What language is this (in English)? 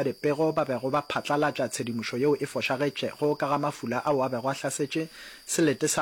Northern Sotho